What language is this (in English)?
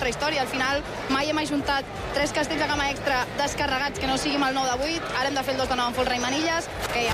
Catalan